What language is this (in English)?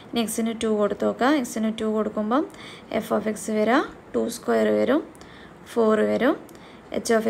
Malayalam